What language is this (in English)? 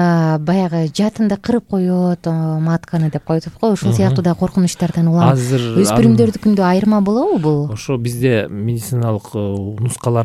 Kyrgyz